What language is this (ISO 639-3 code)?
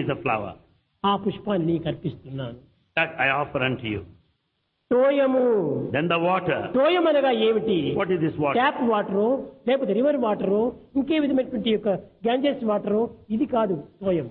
tel